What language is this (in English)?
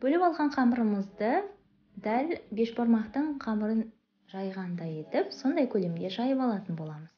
Kazakh